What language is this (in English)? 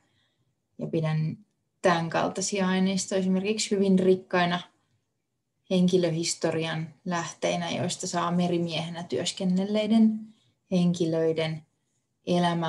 Finnish